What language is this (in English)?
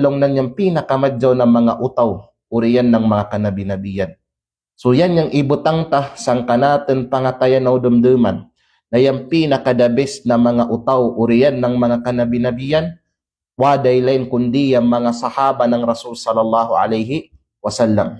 Kalagan